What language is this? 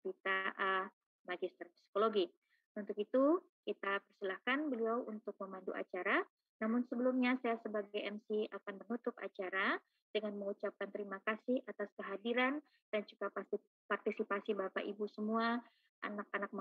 Indonesian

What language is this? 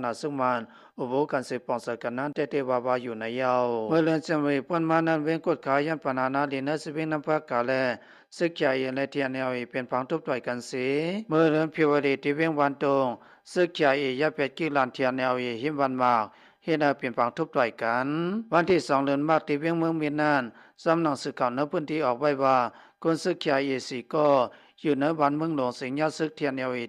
Shan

